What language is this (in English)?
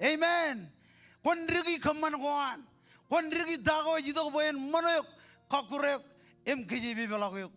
Marshallese